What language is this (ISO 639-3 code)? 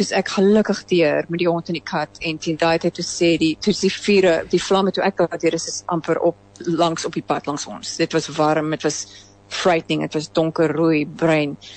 afr